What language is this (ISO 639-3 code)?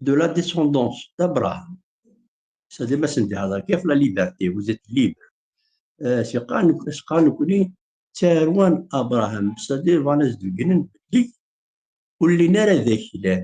kab